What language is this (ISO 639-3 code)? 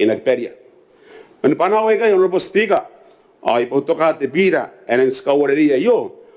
gil